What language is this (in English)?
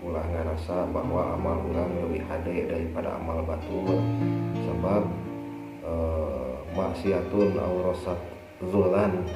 Sundanese